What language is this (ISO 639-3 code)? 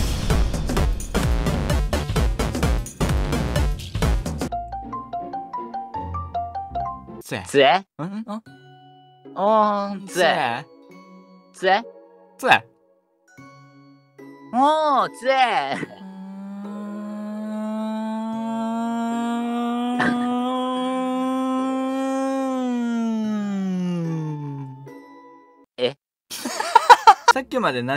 jpn